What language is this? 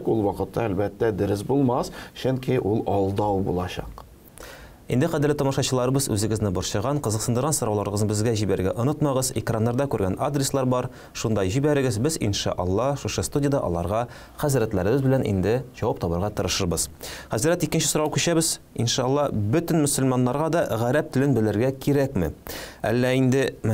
Tatar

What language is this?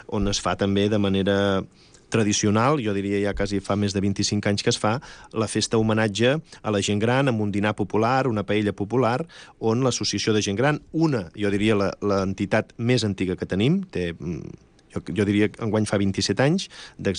Catalan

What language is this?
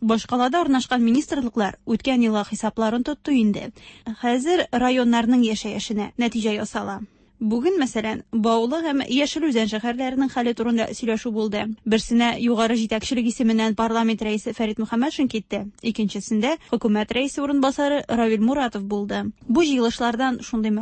Tatar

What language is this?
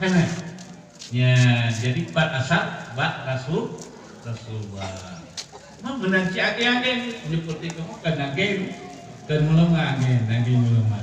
Achinese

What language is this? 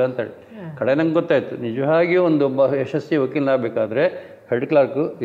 Kannada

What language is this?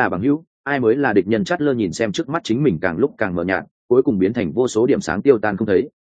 Vietnamese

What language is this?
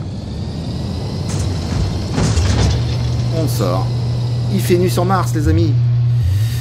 French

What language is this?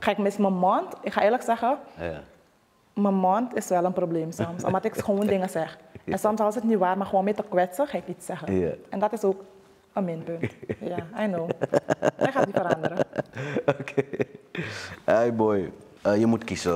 Dutch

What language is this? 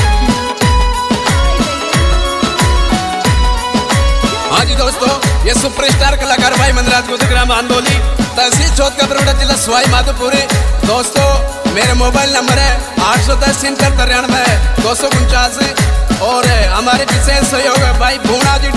Hindi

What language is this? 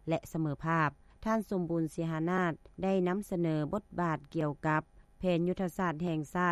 Lao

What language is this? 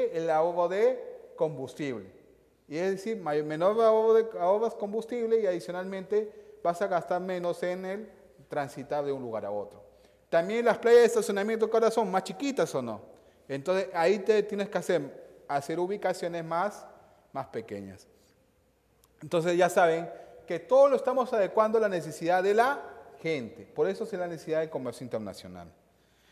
Spanish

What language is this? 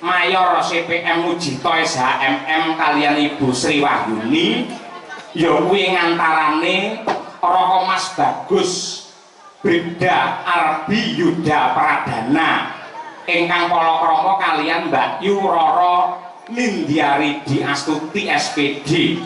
Javanese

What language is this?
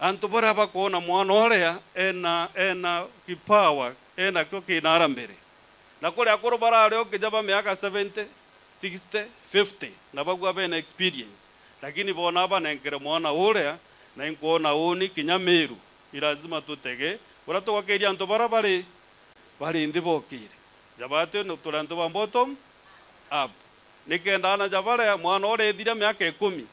Meru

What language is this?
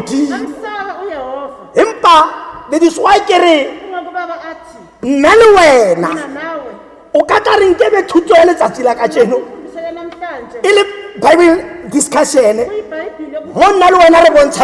Tswana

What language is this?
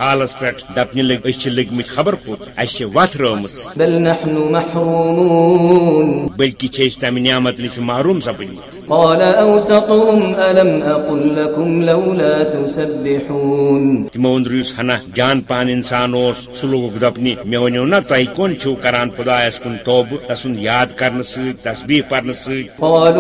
Kashmiri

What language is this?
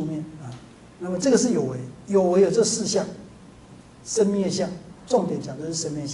Chinese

